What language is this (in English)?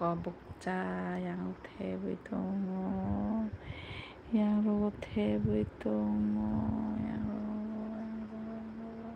Kok Borok